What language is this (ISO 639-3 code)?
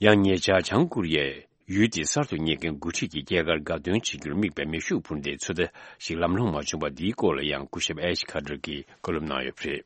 bod